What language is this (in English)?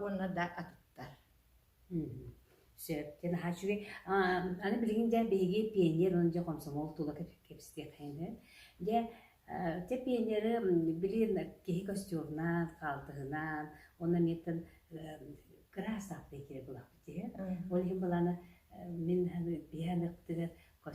Yakut